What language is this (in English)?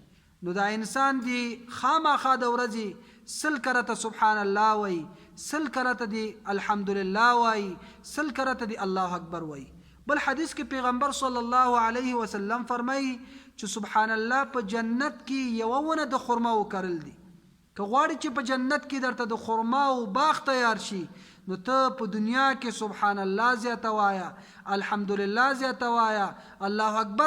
Pashto